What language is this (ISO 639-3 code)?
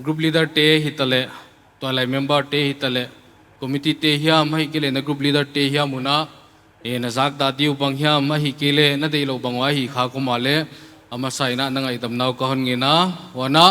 pck